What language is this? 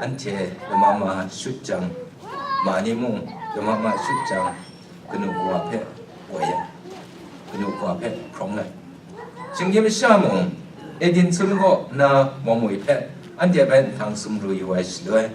Kachin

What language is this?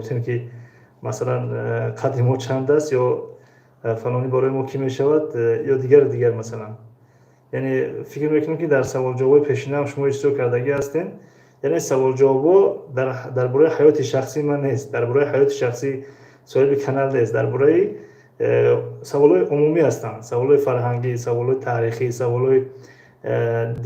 Tajik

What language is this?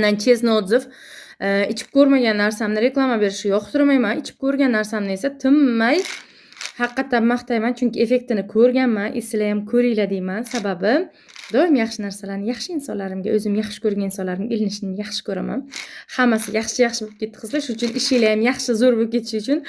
Uzbek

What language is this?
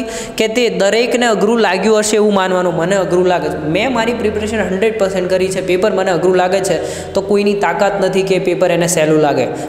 Gujarati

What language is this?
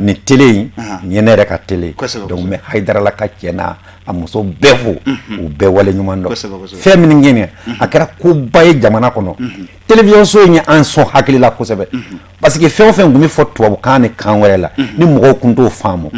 Bambara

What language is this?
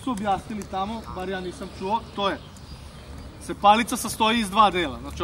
Serbian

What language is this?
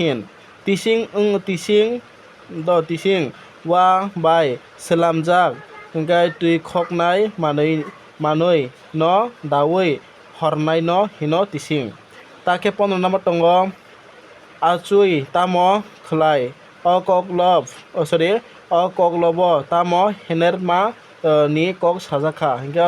Kok Borok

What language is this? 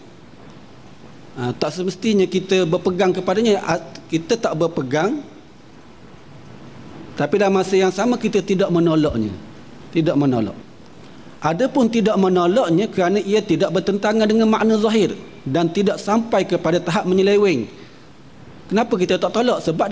Malay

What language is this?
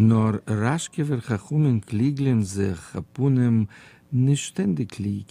Yiddish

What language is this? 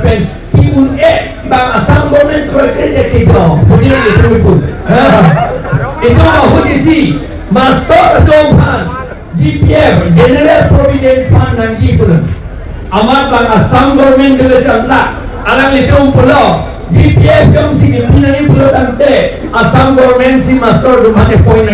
Karbi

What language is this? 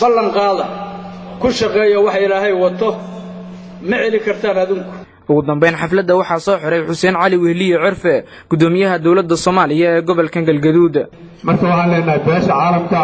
Somali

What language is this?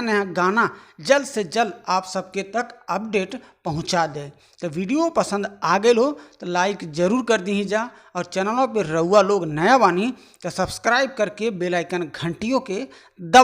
Bhojpuri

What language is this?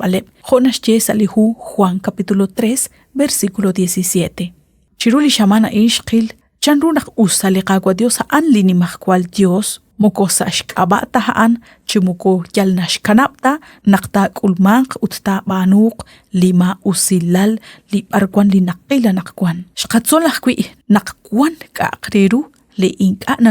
Kekchí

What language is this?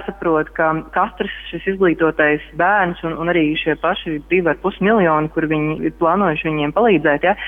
Latvian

